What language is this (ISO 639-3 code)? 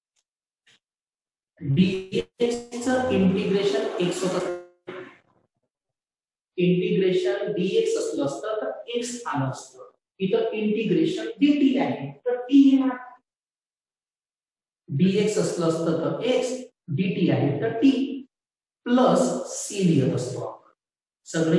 mar